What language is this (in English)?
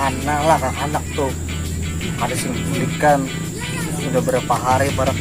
Banjar